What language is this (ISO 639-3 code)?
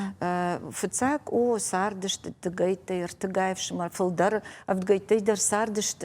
oss